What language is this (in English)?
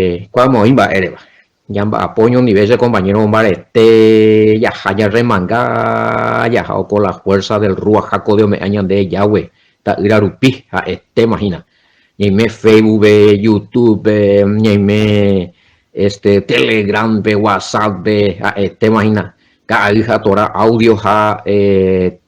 Guarani